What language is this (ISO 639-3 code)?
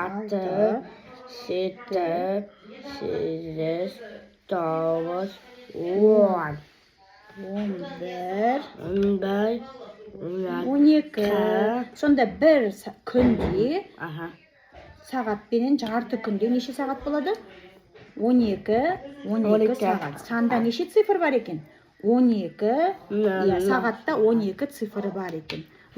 kaz